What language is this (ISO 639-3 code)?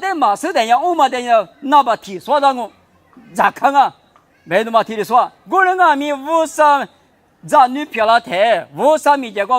lis